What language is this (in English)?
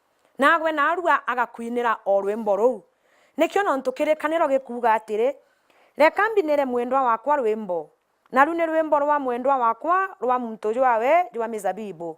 Meru